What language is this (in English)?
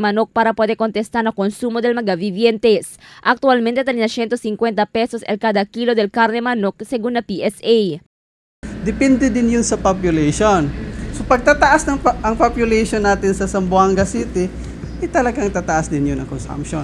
Chavacano